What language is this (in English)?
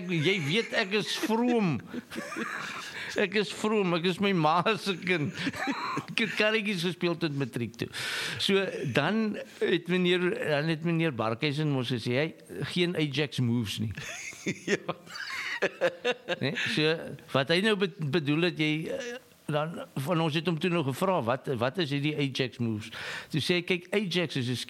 Afrikaans